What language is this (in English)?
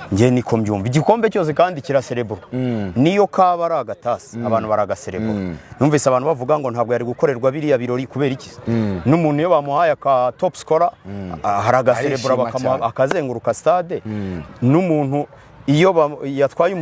Kinyarwanda